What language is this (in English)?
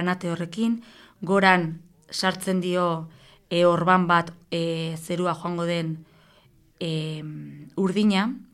Basque